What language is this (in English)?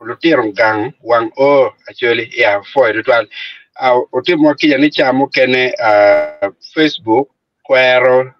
Acoli